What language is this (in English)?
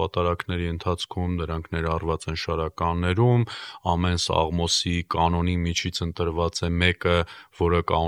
Armenian